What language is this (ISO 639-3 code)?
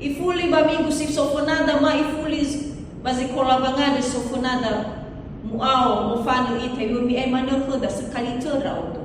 nia